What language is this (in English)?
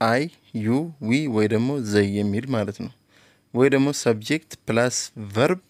Amharic